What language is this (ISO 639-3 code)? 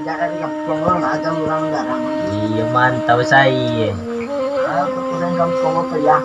min